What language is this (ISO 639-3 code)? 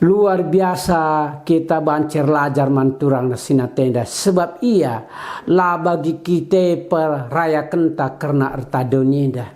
btx